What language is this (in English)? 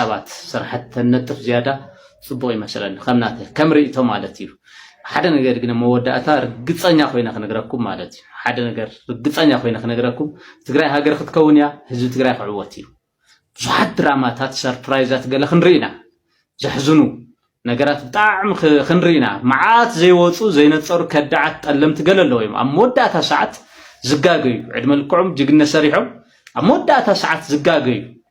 Tigrinya